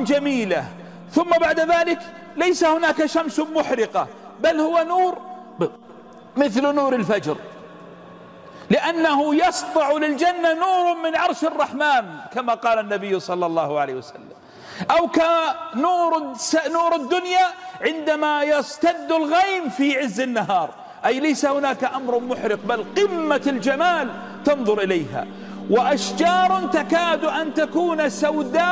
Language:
Arabic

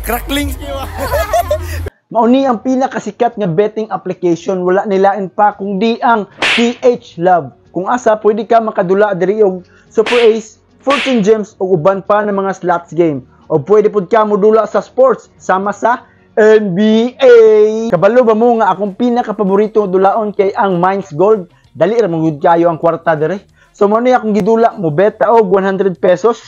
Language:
Cebuano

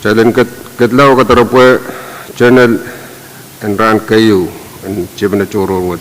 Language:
Pohnpeian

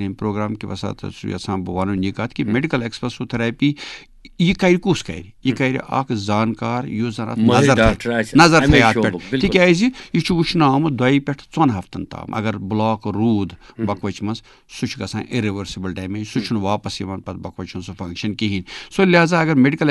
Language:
Kashmiri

